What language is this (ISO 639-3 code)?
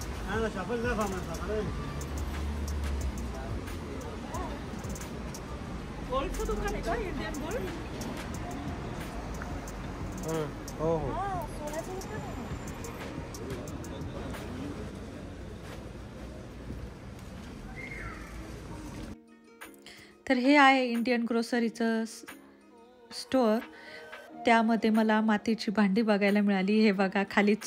mar